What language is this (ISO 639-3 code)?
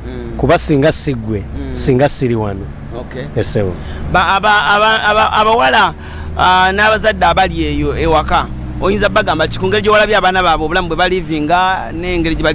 lug